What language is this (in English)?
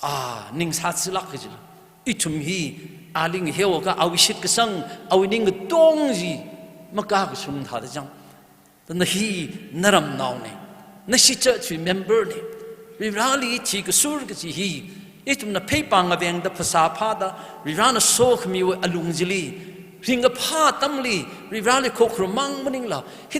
Tangkhul Naga (India)